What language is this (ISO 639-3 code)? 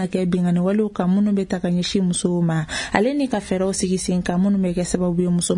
bam